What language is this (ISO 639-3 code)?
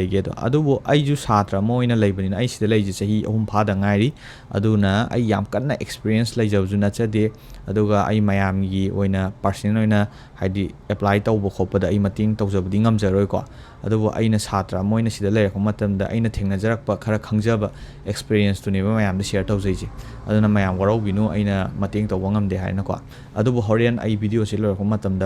mni